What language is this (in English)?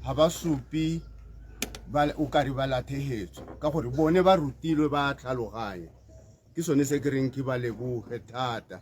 Tswana